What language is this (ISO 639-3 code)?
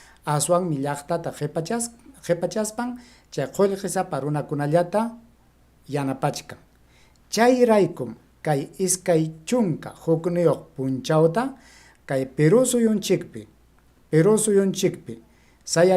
quy